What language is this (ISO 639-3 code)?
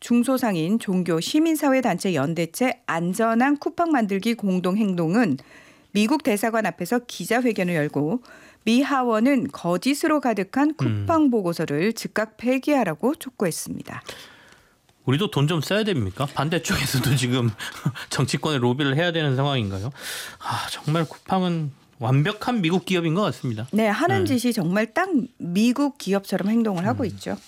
kor